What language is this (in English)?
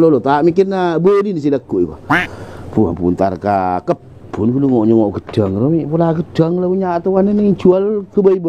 Madurese